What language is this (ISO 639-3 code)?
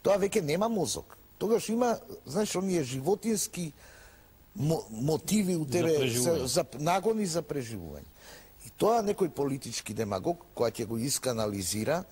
mkd